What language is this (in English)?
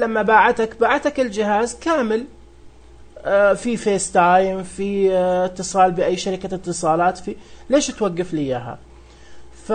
Najdi Arabic